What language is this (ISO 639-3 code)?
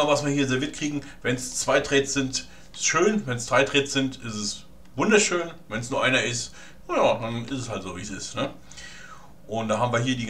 deu